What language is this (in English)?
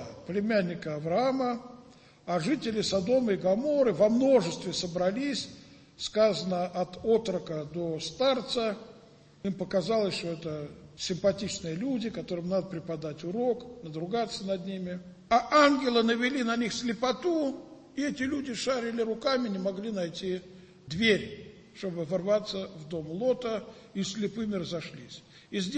Russian